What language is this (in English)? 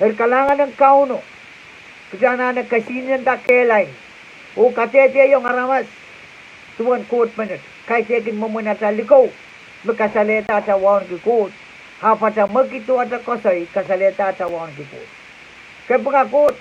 Pohnpeian